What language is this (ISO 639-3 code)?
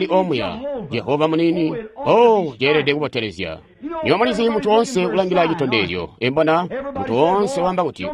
toi